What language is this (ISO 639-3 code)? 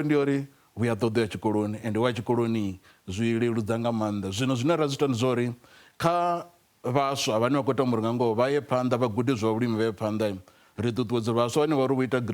ven